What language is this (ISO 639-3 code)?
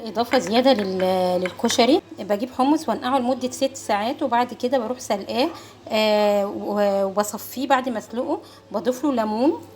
arz